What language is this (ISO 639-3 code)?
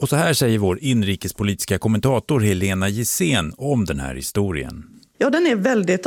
swe